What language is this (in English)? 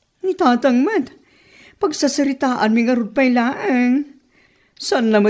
Iloko